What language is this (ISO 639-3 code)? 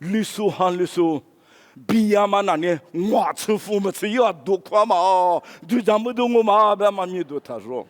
lis